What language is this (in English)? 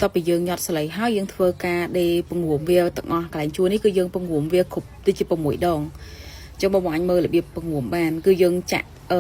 Khmer